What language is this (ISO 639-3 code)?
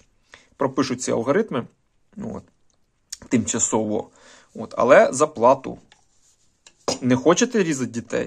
ukr